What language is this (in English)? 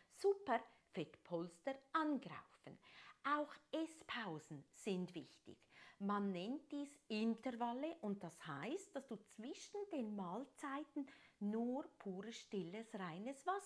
German